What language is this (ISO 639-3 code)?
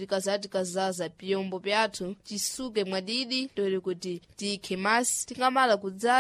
seh